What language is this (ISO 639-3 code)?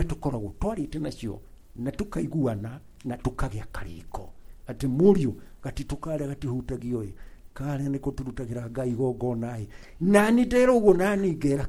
kik